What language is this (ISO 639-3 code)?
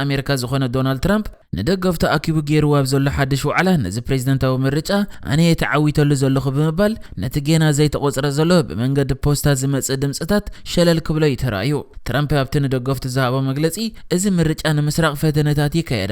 tir